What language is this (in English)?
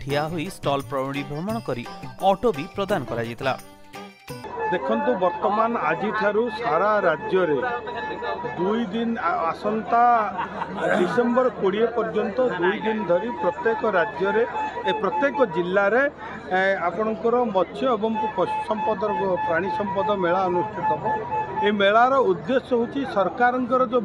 Odia